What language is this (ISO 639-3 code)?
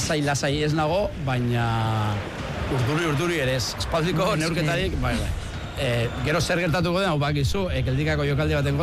eus